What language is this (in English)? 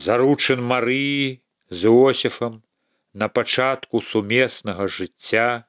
Belarusian